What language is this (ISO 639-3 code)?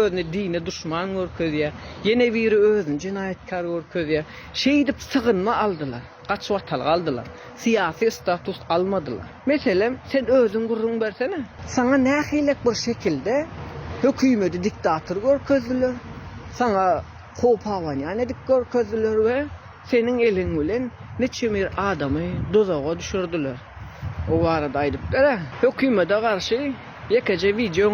tuk